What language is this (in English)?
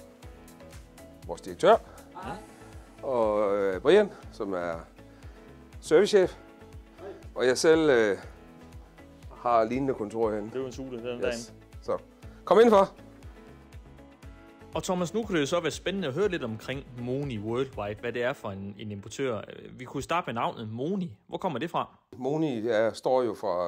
Danish